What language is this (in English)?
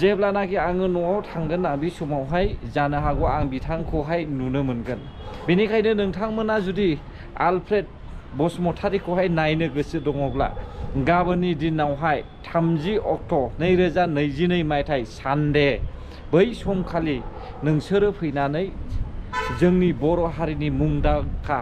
Bodo